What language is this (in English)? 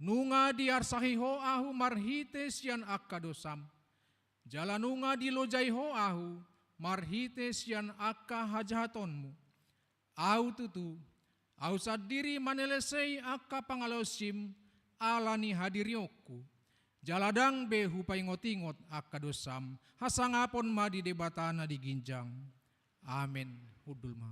Batak Toba